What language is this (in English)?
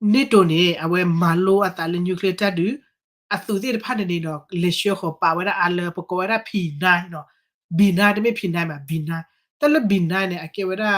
S'gaw Karen